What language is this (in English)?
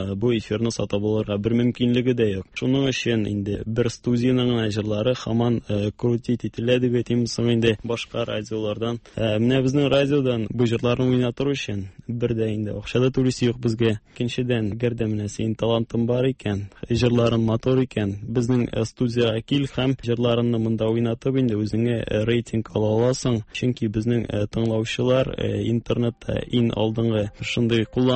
Tatar